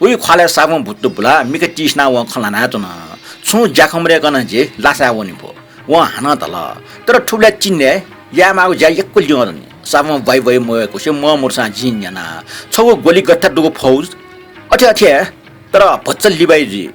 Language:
Newari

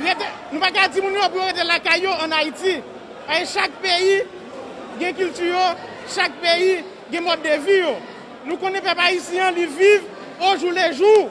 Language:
Haitian Creole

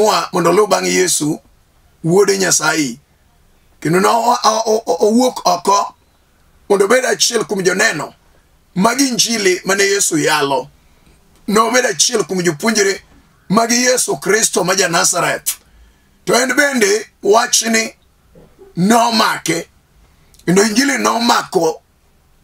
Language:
Luo (Kenya and Tanzania)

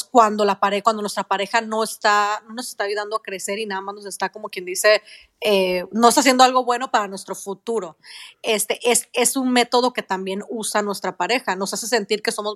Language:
Spanish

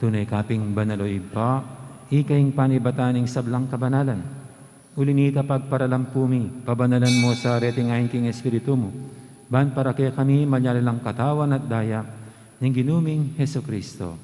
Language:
Pampanga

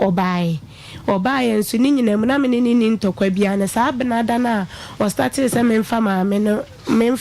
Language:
Akan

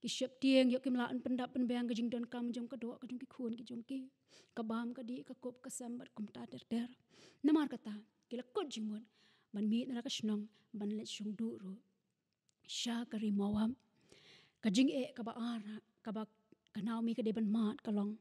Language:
Khasi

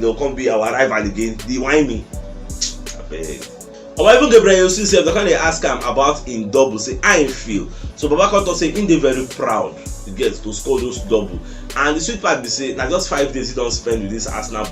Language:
Nigerian Pidgin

